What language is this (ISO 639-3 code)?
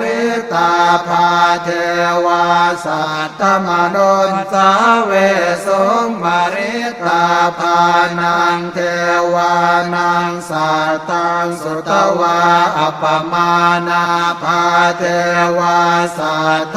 pli